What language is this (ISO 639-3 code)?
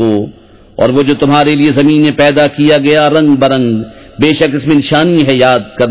urd